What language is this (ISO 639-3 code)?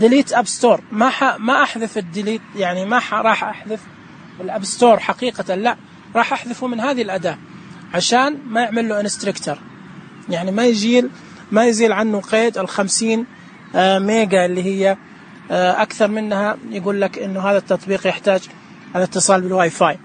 ars